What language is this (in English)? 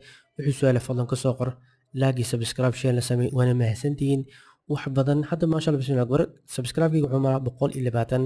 Somali